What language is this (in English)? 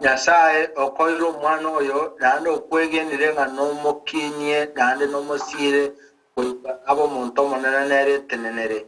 Gusii